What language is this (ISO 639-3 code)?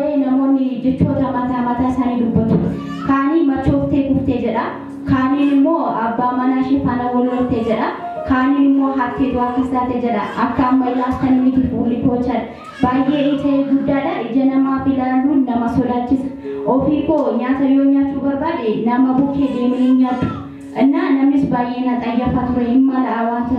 orm